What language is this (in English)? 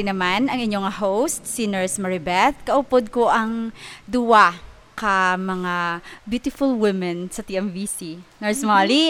Hiligaynon